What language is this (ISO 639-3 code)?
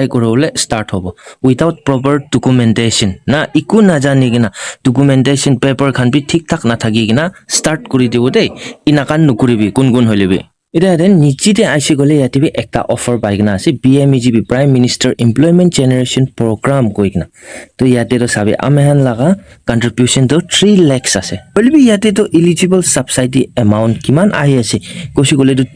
nag